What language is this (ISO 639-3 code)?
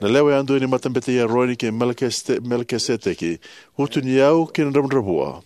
fij